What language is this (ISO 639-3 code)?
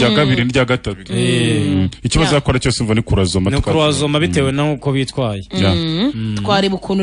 kin